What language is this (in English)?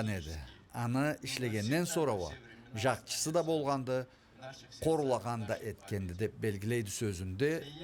Karachay-Balkar